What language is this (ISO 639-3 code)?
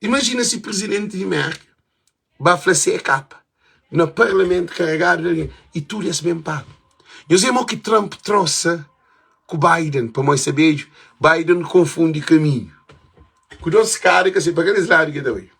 kea